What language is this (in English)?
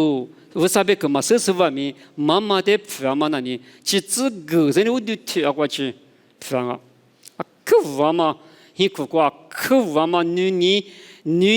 Lisu